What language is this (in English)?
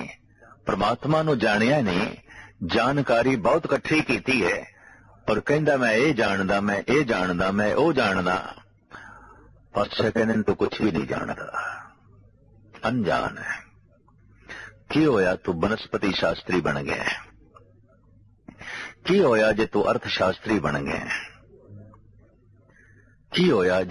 Punjabi